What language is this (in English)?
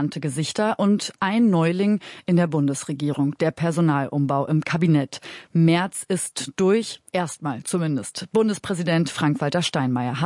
German